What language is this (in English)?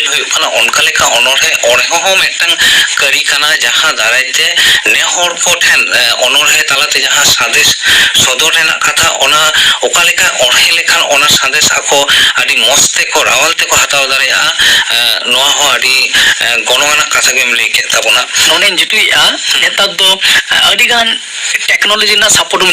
Santali